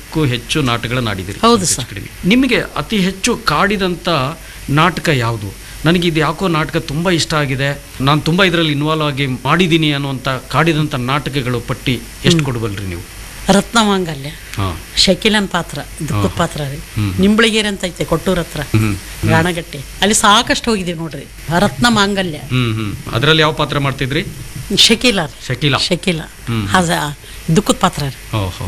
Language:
Kannada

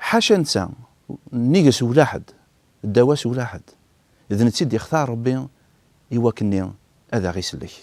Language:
Kabyle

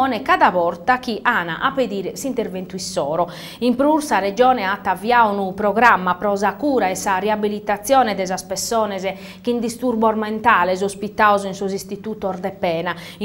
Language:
Sardinian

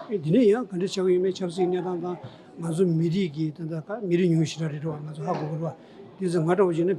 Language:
Tibetan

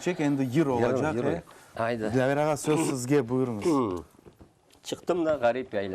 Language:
Crimean Tatar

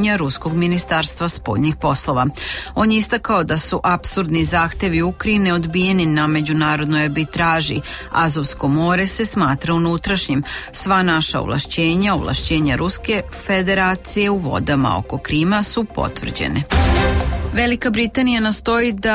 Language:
Serbian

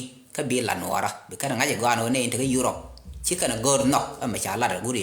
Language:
Nuer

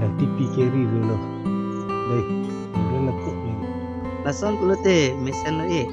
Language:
Karbi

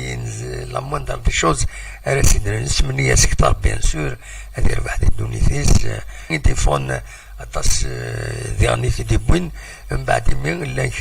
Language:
Kabyle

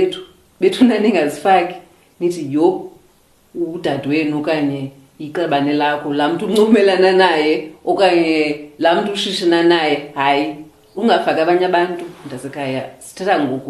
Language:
Xhosa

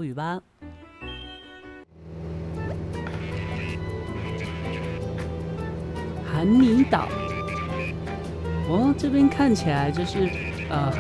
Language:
Chinese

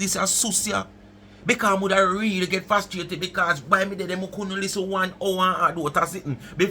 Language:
Jamaican Creole English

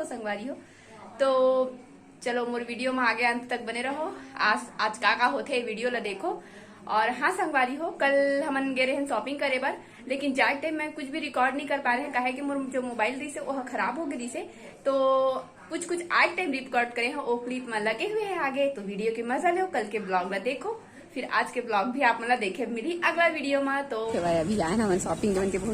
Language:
Chhattisgarhi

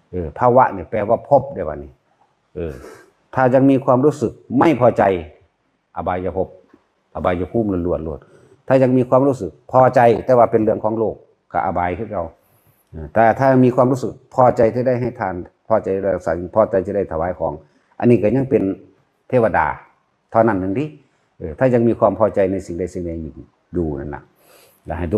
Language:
Northeastern Thai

